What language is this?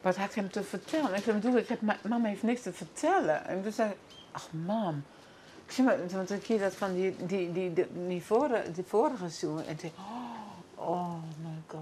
Western Frisian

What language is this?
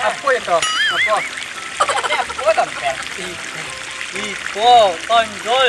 Minangkabau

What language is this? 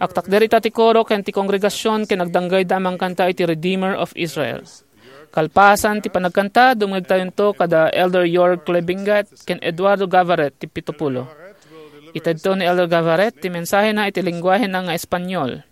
Iloko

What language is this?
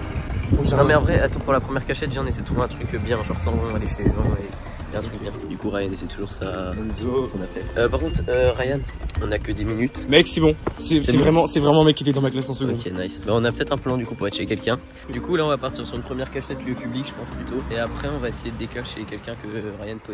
French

